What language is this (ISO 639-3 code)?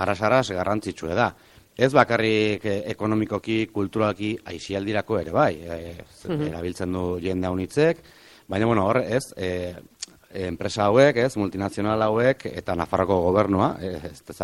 eus